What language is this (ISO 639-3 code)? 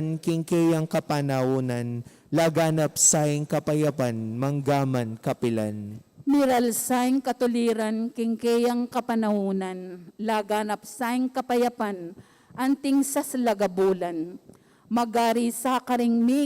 pam